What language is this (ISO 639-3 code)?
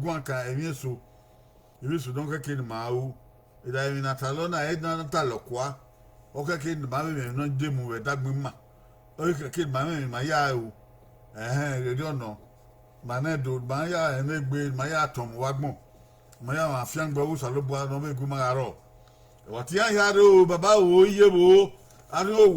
bin